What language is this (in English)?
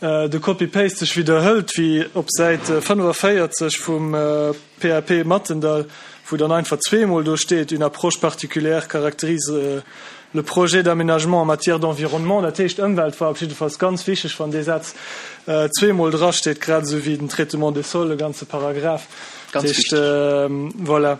Luxembourgish